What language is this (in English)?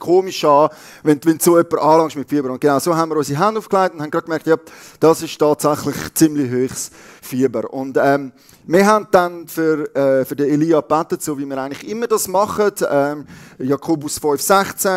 Swiss German